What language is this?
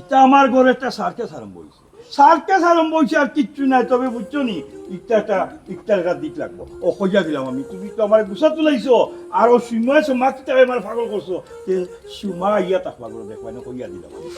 Sylheti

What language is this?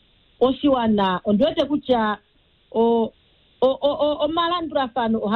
Kuanyama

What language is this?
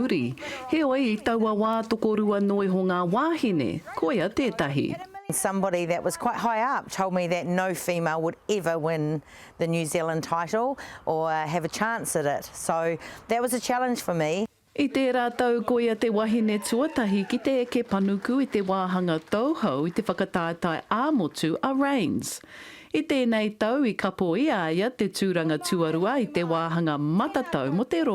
Māori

